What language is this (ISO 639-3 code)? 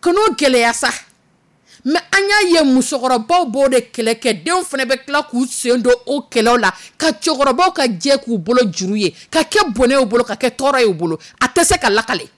dyu